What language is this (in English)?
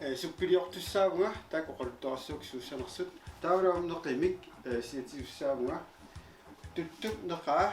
Kalaallisut